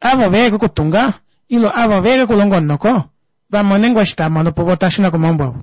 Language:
Kuanyama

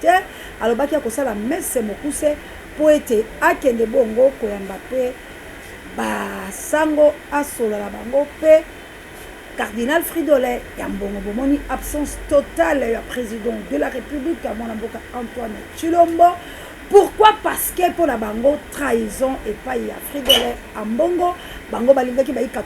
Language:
Lingala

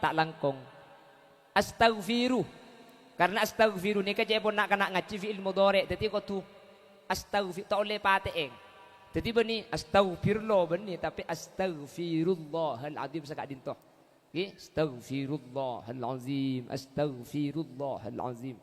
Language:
Madurese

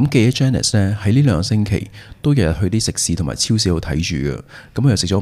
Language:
Cantonese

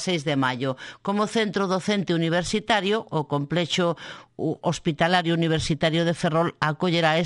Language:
Galician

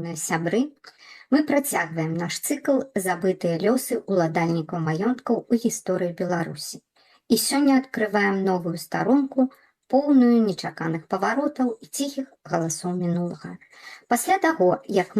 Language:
Belarusian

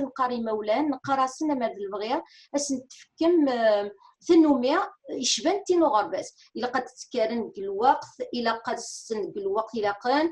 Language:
Kabyle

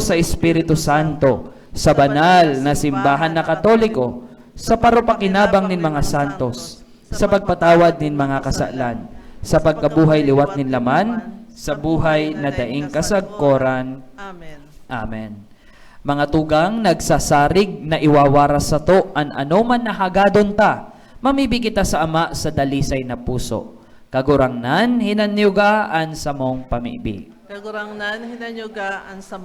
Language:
Bikol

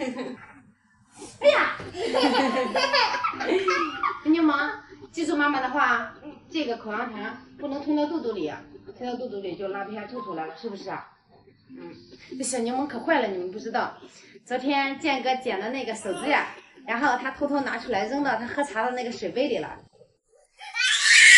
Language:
Chinese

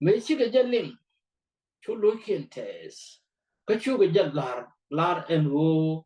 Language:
Nuer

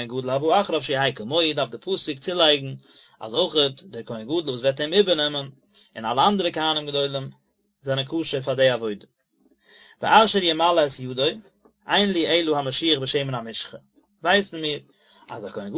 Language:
Yiddish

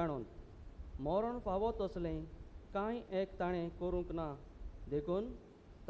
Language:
Konkani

